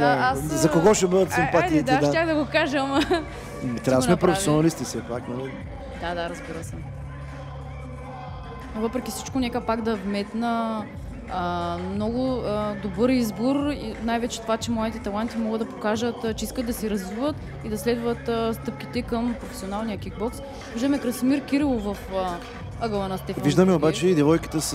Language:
Bulgarian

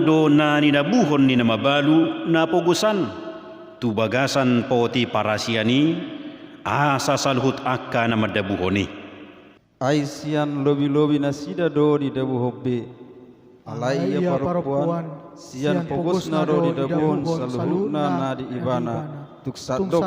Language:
Batak Toba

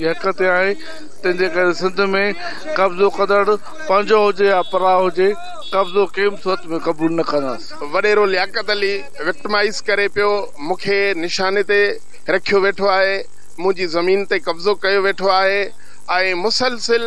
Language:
Sindhi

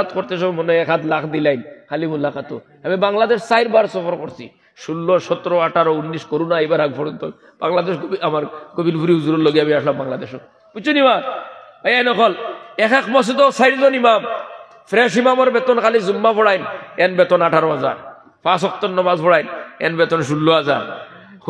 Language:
Sylheti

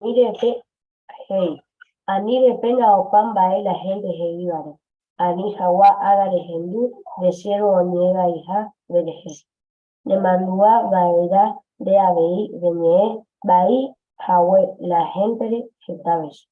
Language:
Guarani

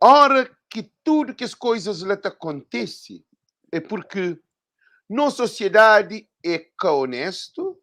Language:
Kabuverdianu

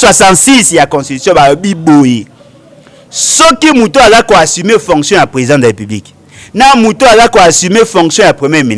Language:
Lingala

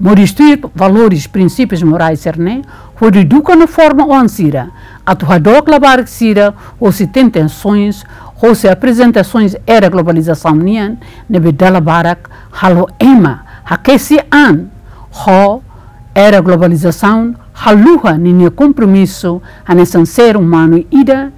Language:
Tetum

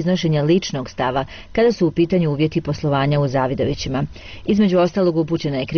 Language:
Bosnian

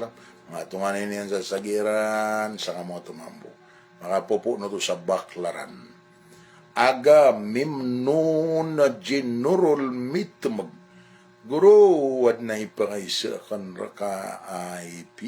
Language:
Maranao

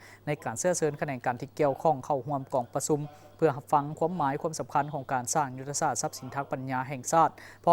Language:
Lao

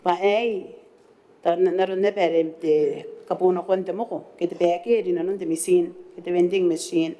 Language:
Gilbertese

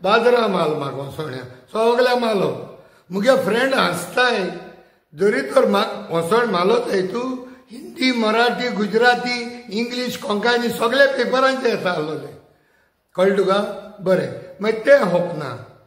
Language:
Konkani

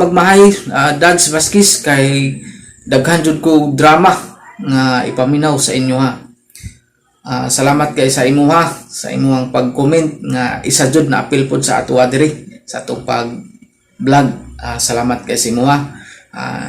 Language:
Cebuano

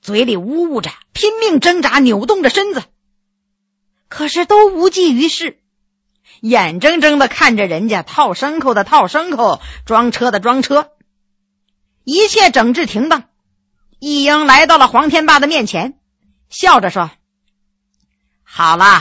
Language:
Chinese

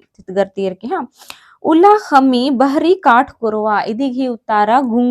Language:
Kurukh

